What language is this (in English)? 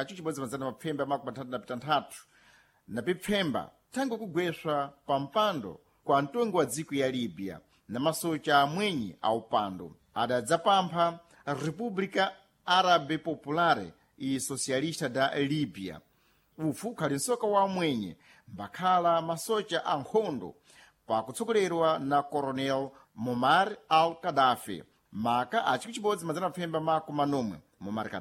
Sena